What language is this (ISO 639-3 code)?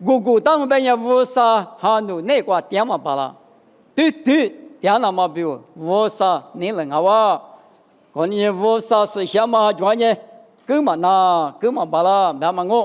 lis